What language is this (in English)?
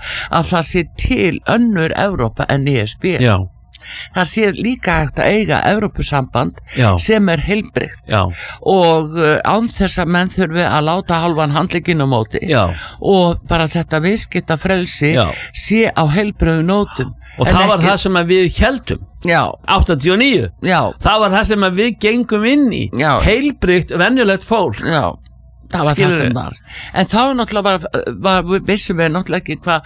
Icelandic